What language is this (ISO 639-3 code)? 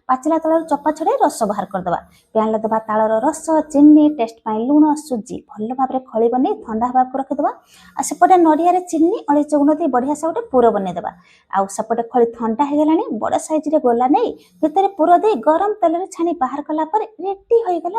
ori